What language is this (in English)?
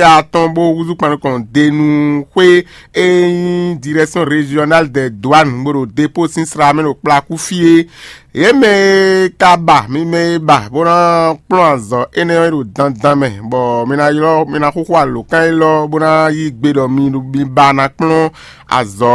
Fon